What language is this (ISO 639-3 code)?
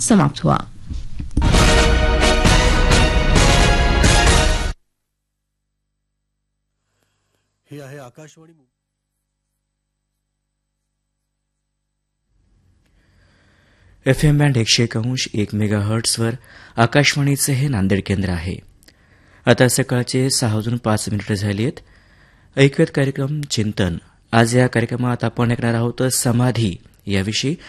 mar